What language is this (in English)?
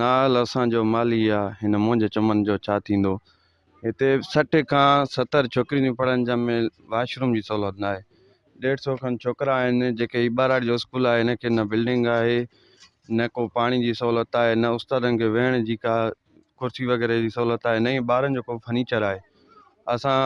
Sindhi